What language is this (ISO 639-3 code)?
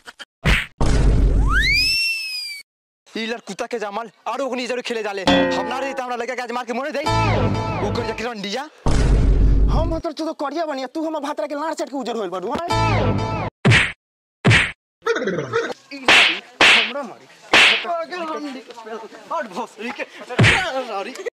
bho